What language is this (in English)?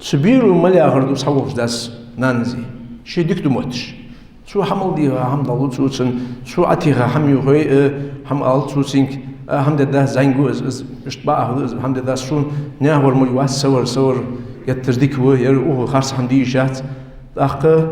Ingush